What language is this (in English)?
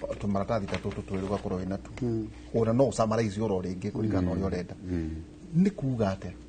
Kikuyu